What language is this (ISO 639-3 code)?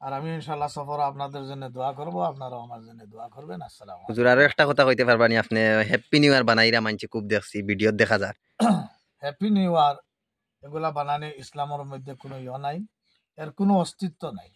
syl